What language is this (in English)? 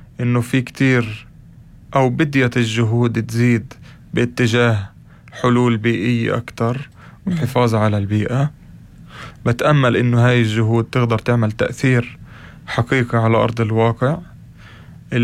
North Levantine Arabic